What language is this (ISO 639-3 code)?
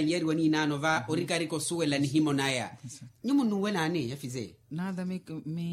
vmw